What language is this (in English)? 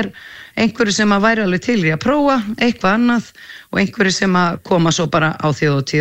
Icelandic